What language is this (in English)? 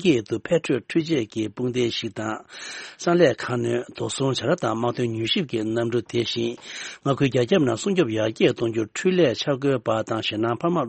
Tibetan